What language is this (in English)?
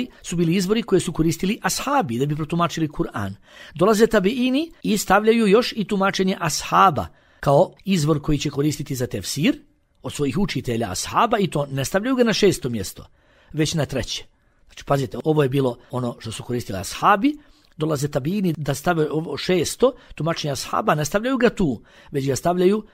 Bosnian